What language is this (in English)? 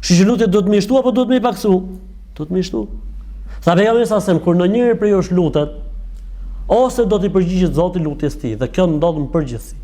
Albanian